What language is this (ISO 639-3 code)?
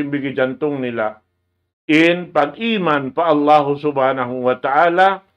tsg